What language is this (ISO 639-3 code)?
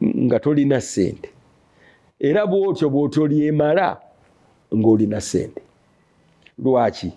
lug